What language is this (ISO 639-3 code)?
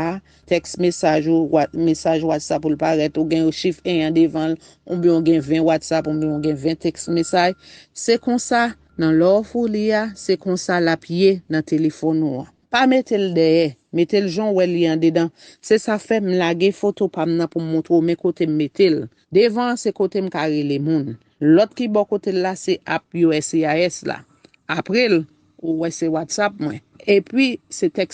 hat